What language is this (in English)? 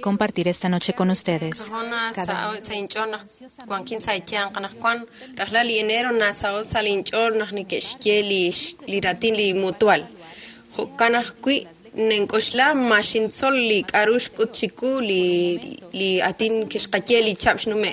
Kekchí